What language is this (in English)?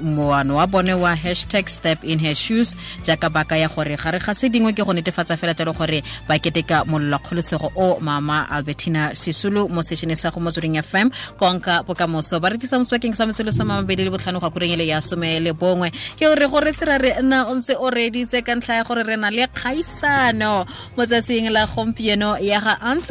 Tswana